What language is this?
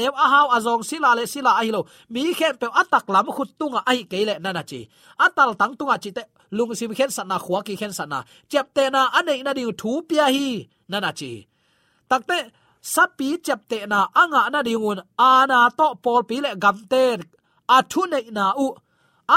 Tedim Chin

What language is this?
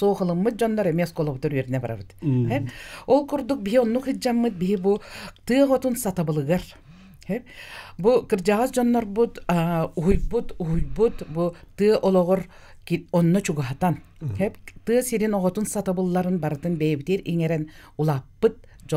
Yakut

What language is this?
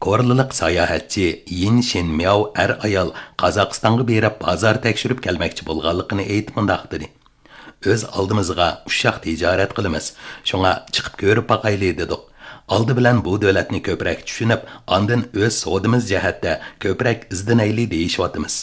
Uyghur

